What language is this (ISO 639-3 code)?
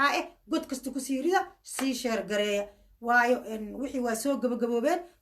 som